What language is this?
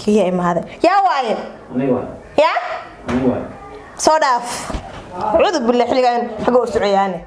Somali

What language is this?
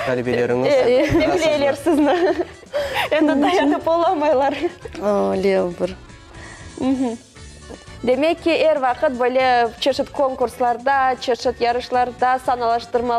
Crimean Tatar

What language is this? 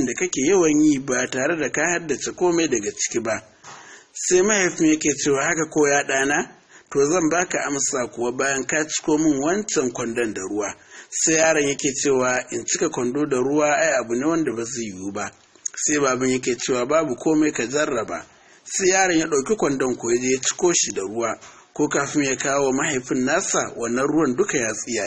Hausa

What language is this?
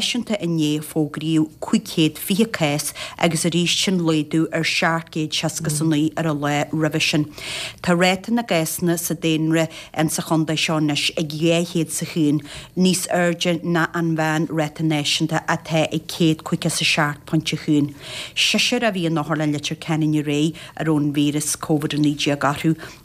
Irish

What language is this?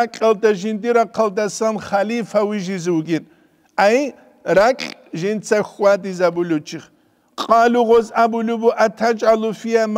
Avaric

